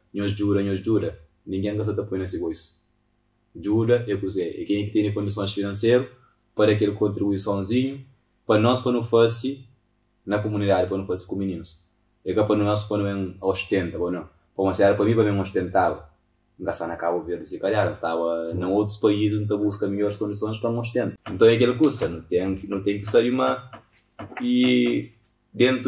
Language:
Kabuverdianu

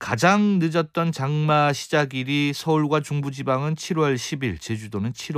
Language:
Korean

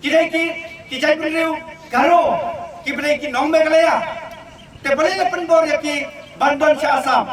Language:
Khasi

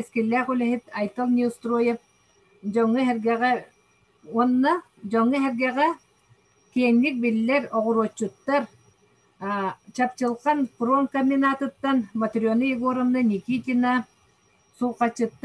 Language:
Yakut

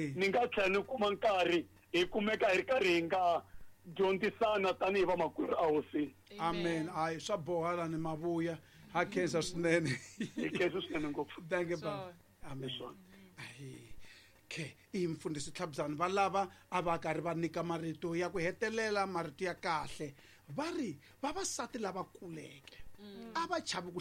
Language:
Tsonga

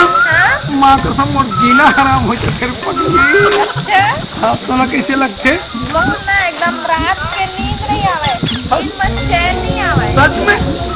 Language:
Chhattisgarhi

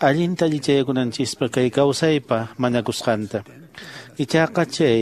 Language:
Quechua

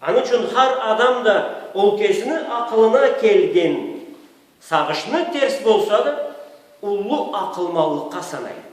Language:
Karachay-Balkar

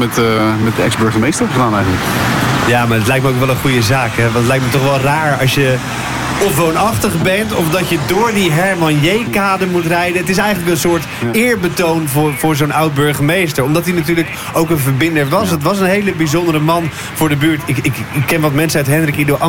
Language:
Dutch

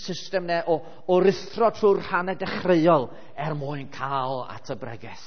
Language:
Welsh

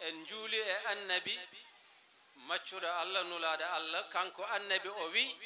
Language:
Fula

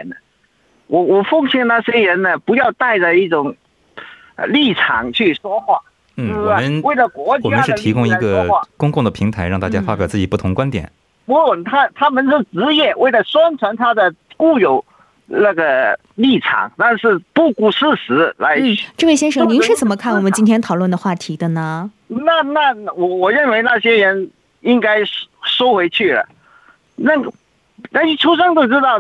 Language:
Chinese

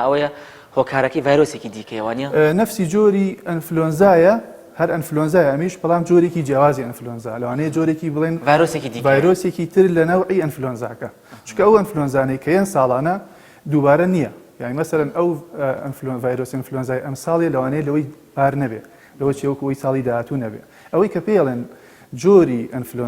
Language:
Central Kurdish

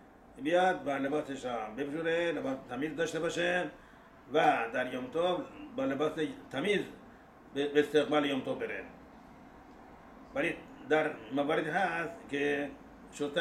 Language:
Persian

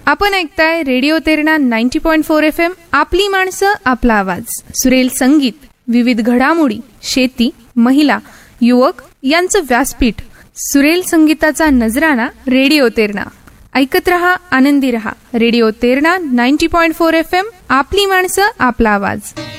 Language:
Marathi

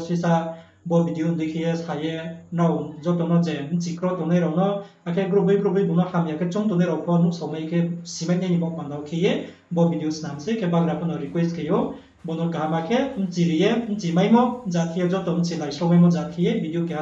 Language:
Riang (India)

